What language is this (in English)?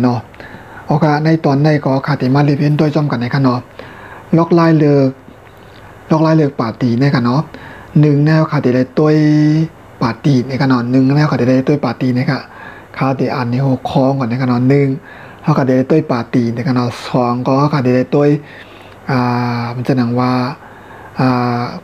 Shan